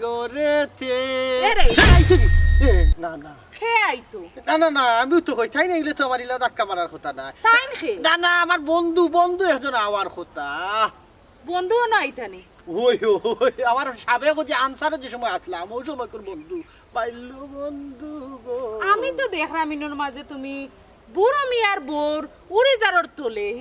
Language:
Sylheti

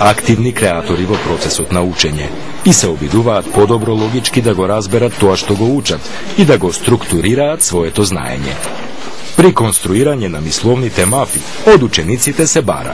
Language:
Macedonian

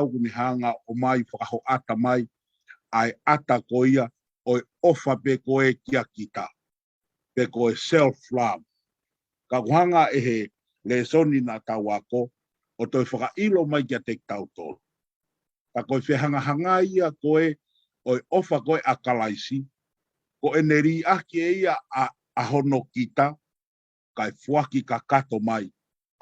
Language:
Tongan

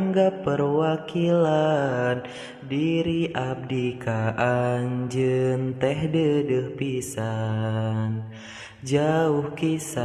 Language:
Sundanese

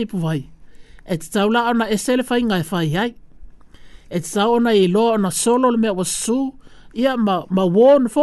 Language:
Samoan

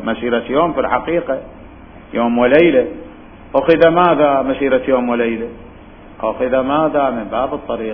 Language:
Mesopotamian Arabic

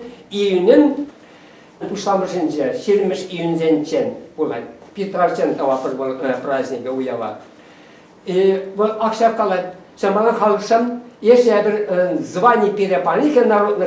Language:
Chuvash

